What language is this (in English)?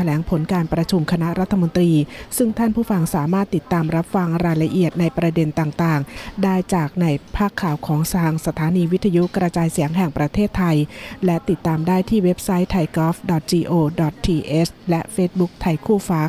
Thai